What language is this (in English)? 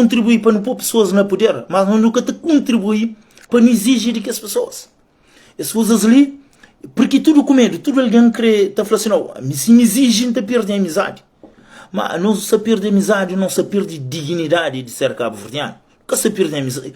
Kabuverdianu